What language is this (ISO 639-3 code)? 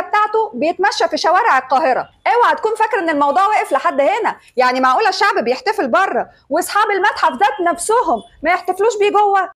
arz